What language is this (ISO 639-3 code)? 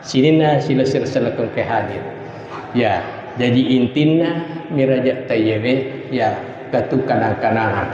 bug